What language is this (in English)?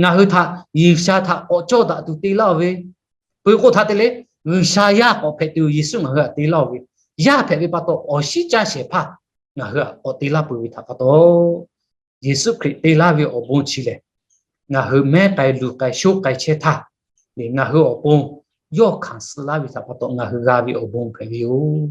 Lahu